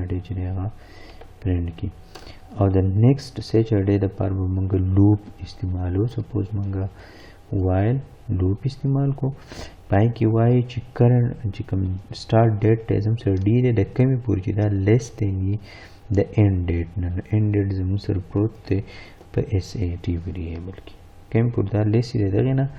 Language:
Pashto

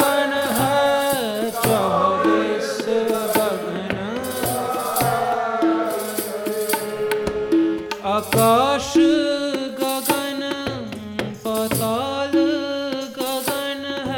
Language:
Punjabi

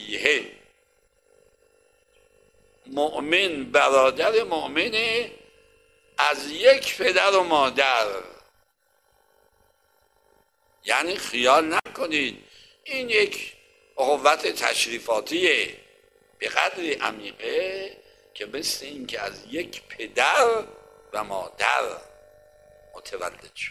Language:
Persian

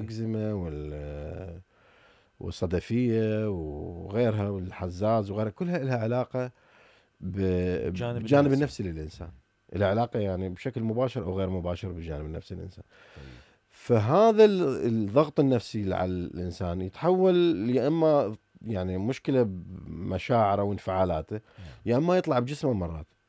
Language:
Mesopotamian Arabic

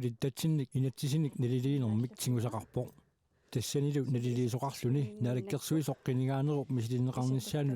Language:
Kalaallisut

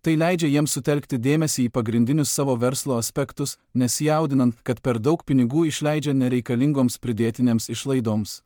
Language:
Lithuanian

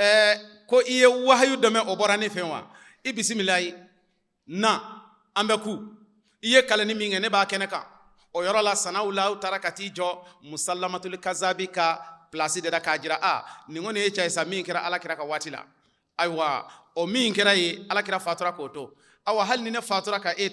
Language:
Bambara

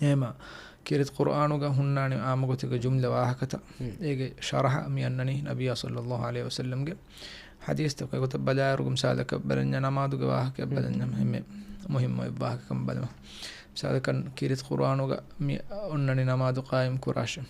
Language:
Divehi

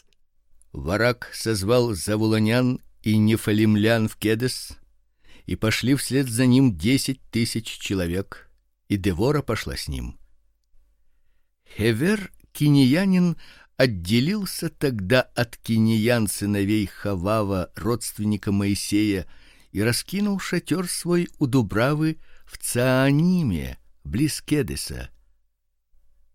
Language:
Russian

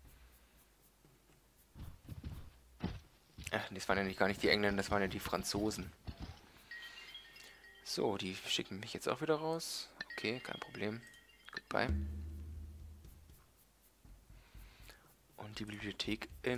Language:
German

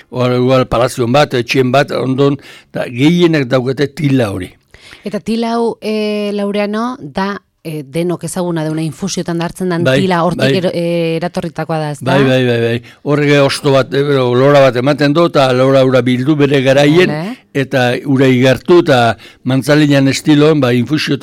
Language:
Basque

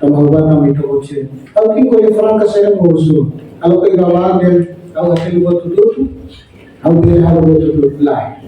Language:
Tetum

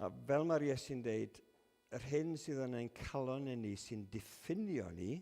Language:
Welsh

